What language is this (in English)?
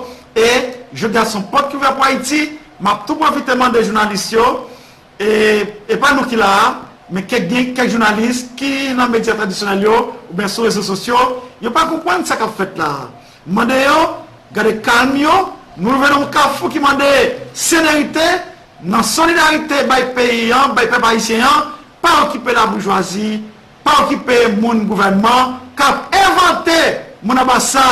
Haitian Creole